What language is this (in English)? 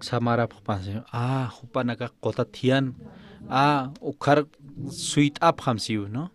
Aymara